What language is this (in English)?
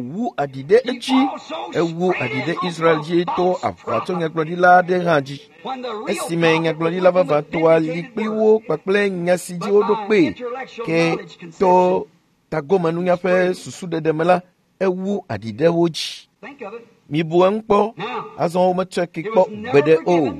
Ewe